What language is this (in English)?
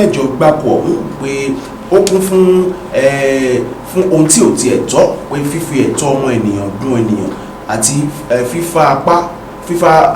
Yoruba